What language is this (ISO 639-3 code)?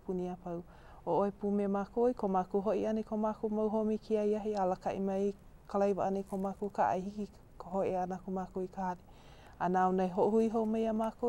haw